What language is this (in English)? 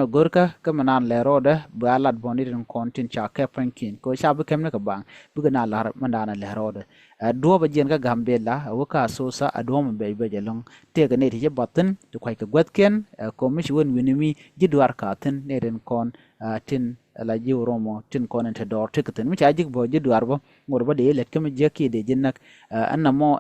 Nuer